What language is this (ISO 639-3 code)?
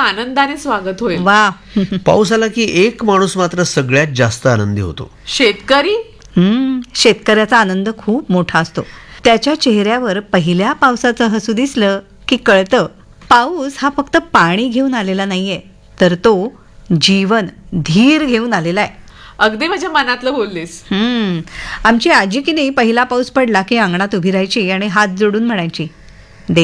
mar